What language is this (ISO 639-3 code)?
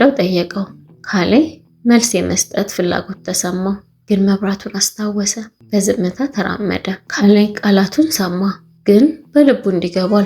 amh